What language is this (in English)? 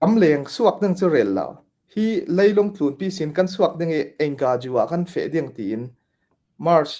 Falam Chin